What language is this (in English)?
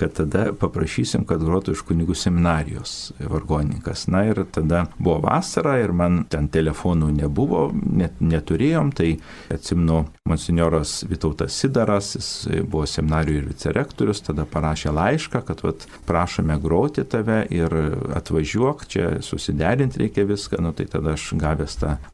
Lithuanian